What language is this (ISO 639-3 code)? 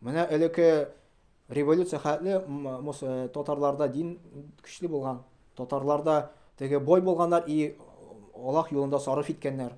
tat